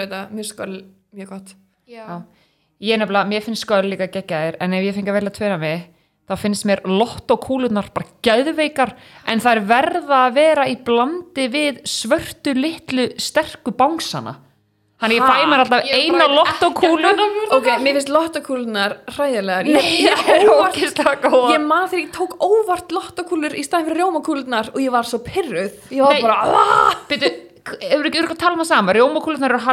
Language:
Icelandic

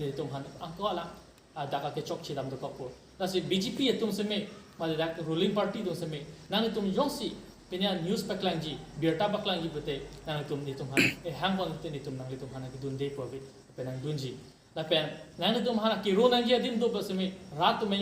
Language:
Karbi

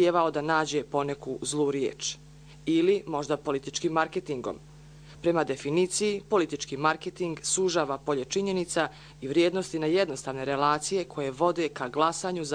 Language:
Bosnian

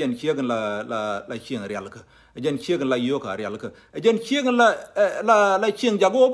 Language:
Nuer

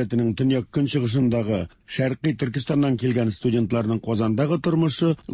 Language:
Tatar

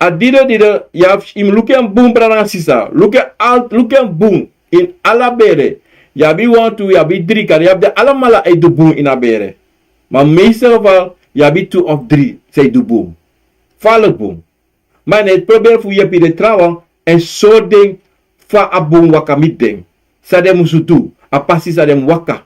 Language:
Sranan Tongo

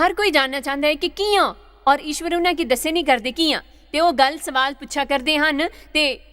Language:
Dogri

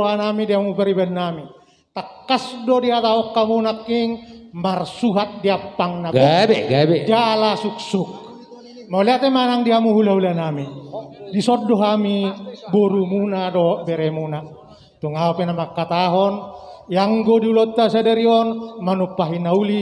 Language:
Batak Toba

